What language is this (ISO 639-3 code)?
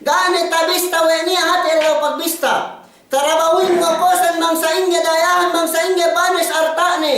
yka